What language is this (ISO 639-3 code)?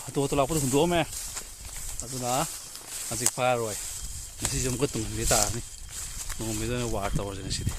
mni